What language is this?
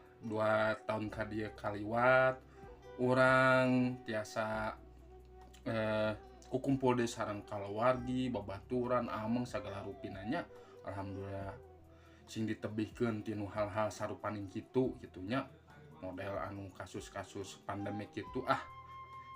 Sundanese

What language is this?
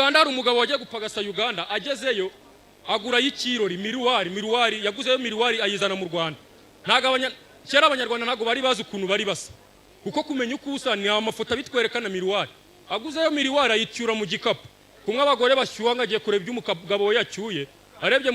Kinyarwanda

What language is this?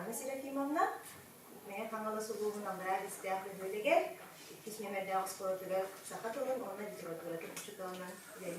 Yakut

